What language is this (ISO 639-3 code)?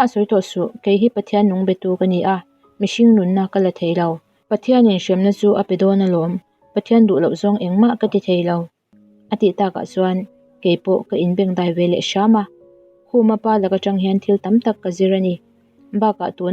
lus